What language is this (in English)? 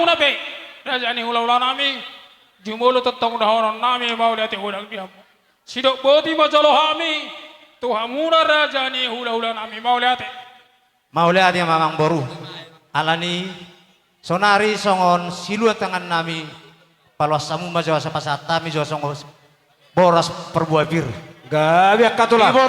Batak Toba